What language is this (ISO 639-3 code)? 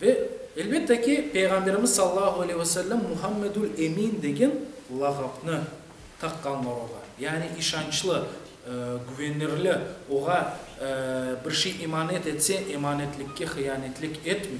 crh